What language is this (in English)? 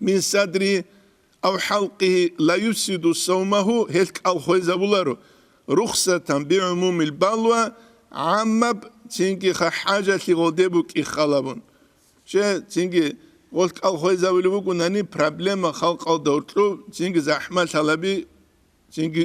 Avaric